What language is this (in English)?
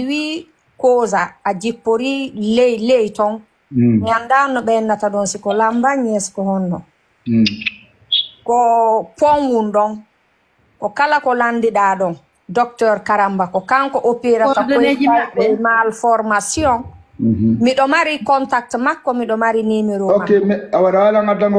Fula